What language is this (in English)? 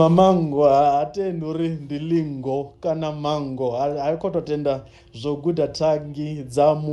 Venda